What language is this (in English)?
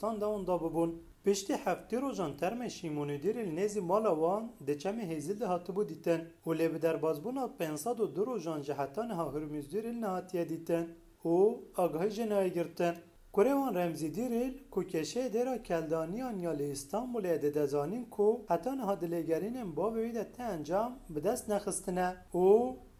Kurdish